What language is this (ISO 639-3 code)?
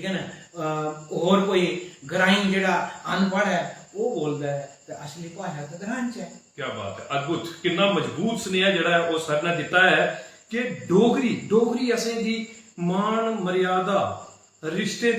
doi